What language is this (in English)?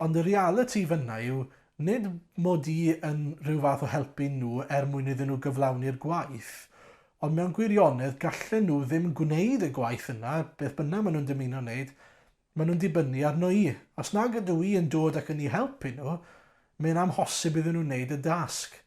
Welsh